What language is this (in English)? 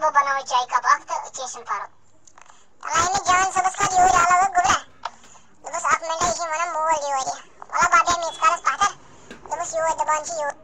Kashmiri